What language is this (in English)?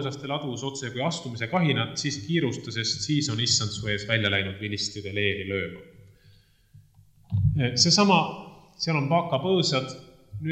Estonian